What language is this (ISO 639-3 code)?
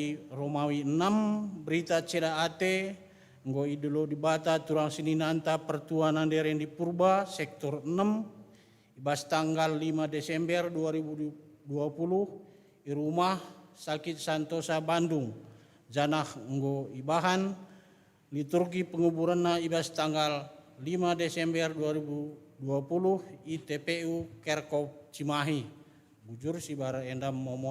btx